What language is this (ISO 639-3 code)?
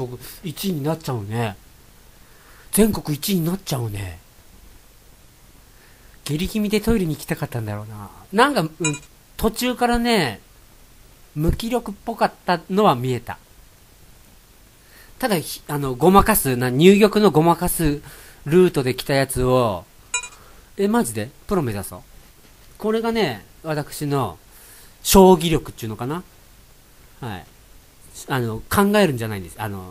jpn